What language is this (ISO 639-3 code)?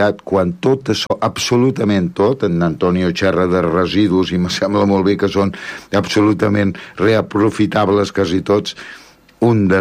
cat